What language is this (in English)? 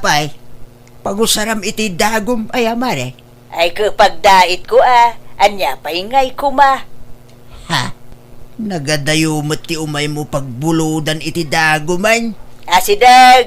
Iloko